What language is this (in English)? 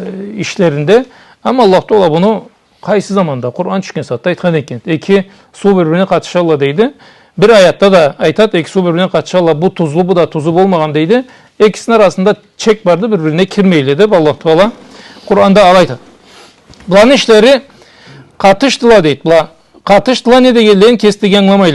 Karachay-Balkar